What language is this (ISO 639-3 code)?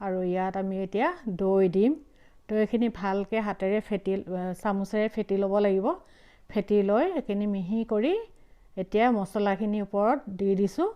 asm